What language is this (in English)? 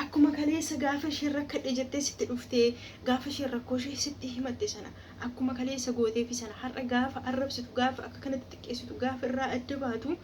Oromo